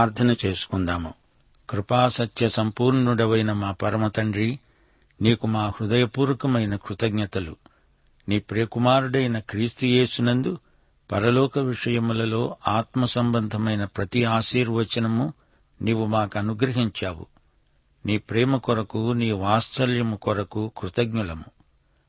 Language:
Telugu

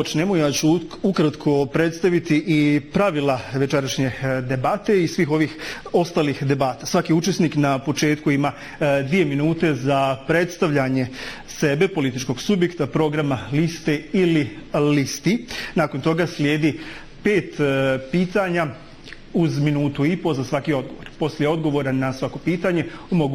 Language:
Bosnian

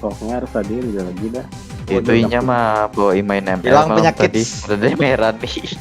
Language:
Banjar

